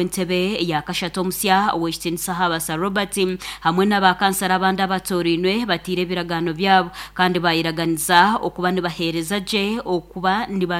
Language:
Nyankole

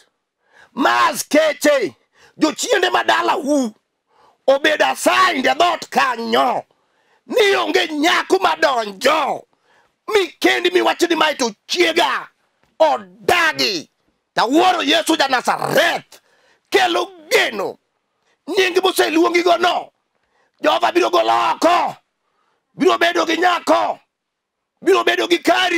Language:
Luo (Kenya and Tanzania)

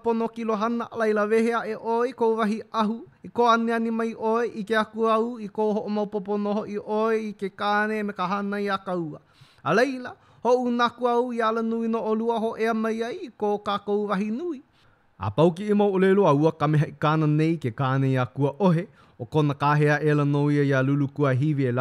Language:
Hawaiian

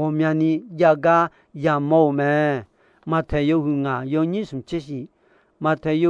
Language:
Akha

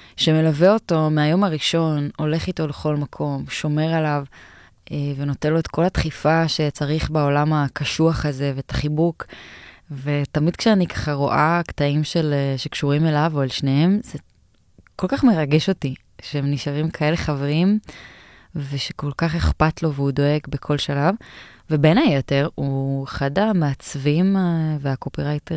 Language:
Hebrew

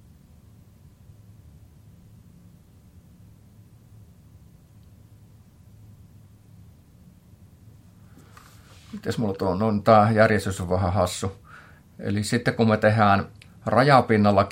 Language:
Finnish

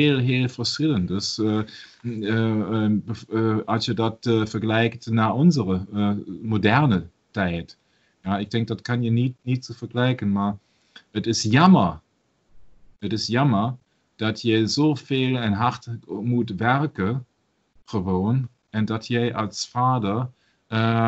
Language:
Dutch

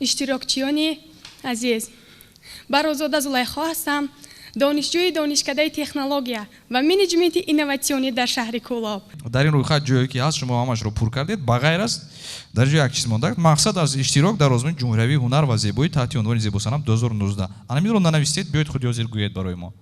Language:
Tajik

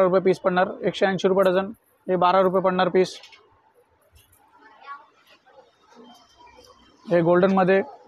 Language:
Marathi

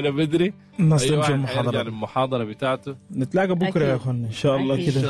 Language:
Sudanese Arabic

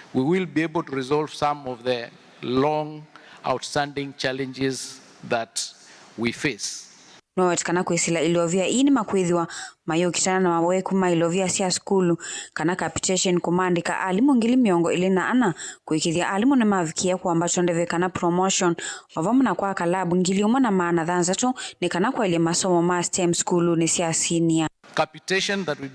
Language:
Kamba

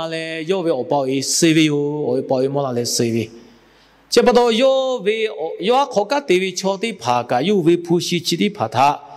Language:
Lahu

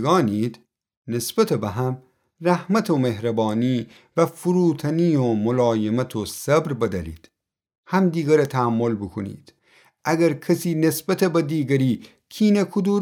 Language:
Gilaki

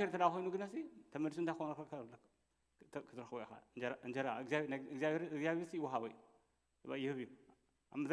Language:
Tigrinya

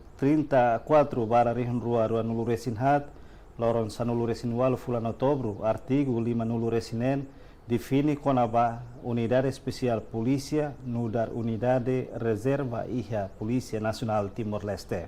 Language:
Tetum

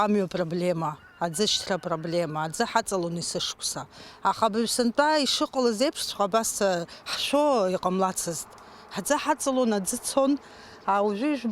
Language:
Abkhazian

